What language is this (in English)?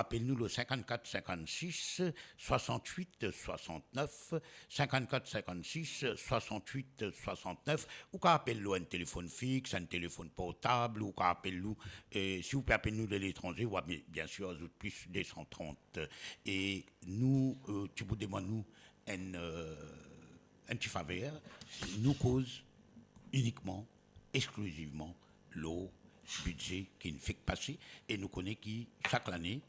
Morisyen